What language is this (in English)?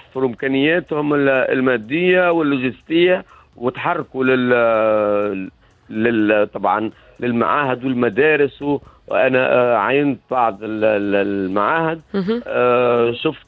Tunisian Arabic